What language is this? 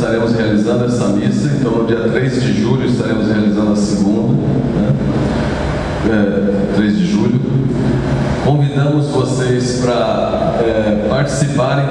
Portuguese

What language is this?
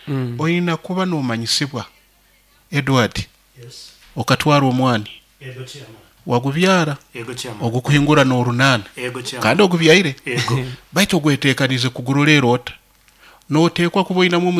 Nyoro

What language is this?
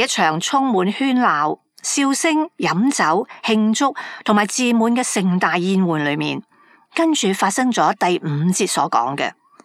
Cantonese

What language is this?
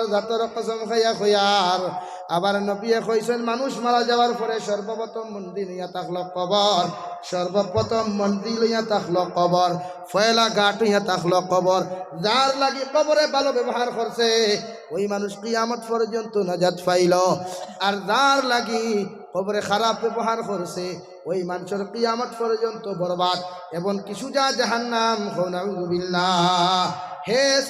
Sylheti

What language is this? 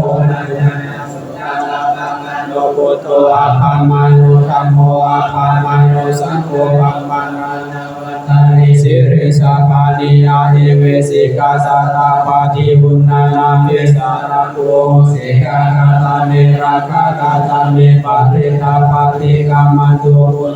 Pali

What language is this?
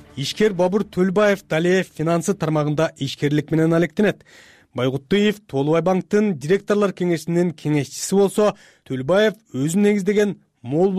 Kyrgyz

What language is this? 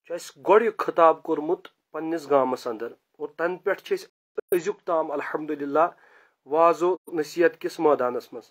Kashmiri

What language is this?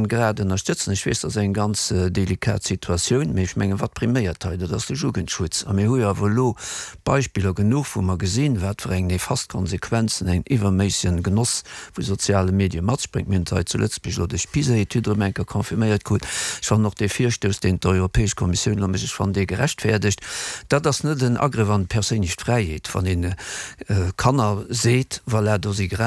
Luxembourgish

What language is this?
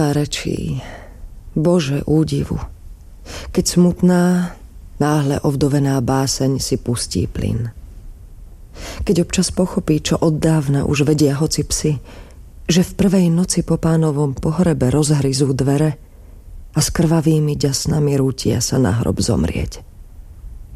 Slovak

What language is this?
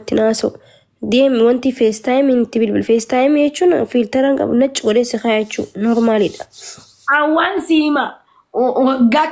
Oromo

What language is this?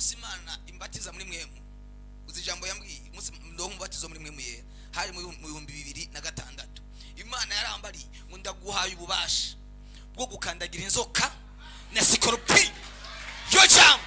Rundi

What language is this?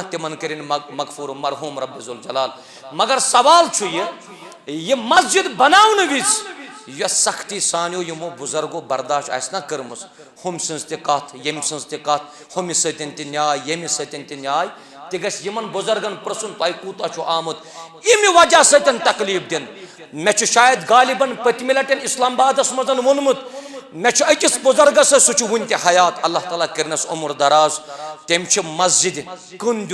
Kashmiri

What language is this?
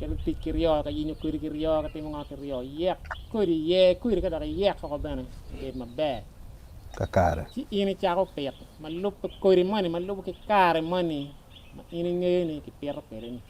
Acoli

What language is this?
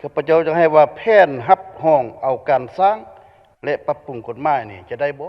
Lao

